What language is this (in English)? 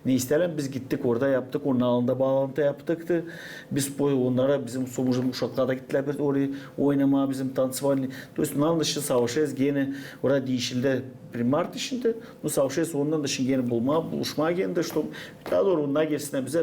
Gagauz